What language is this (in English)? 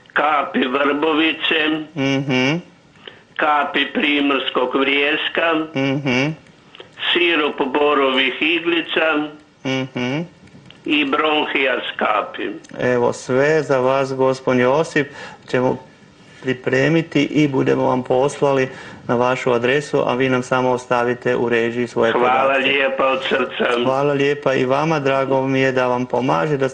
Croatian